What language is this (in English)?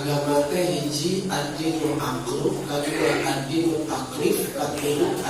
Sundanese